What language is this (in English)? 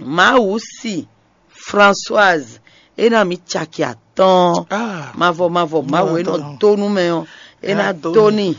Fon